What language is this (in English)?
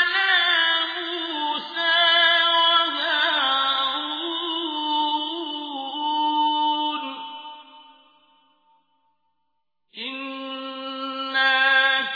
Arabic